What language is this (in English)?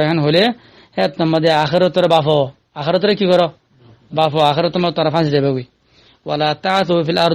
Rohingya